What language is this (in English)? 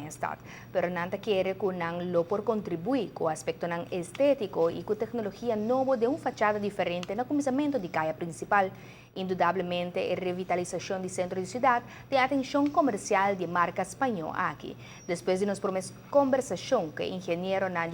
Papiamento